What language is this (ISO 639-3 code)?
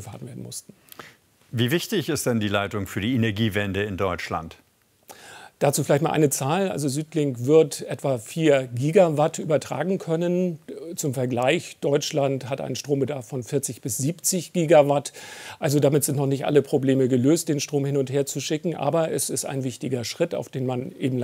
deu